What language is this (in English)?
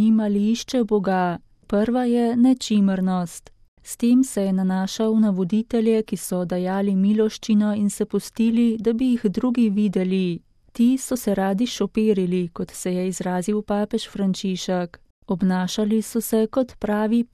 Slovenian